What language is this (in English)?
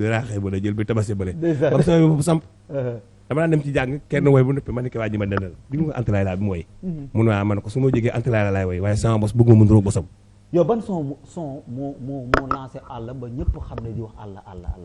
Wolof